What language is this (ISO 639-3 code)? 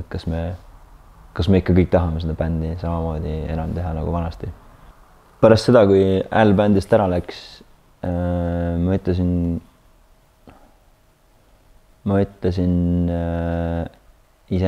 est